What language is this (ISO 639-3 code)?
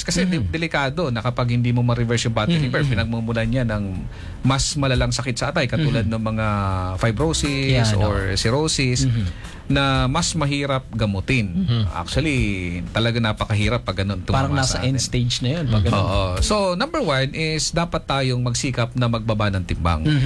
fil